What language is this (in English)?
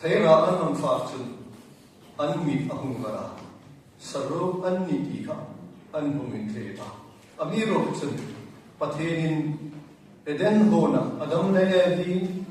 Hmar